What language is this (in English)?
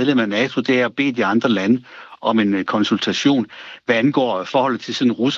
Danish